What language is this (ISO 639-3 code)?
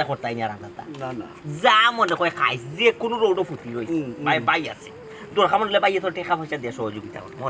syl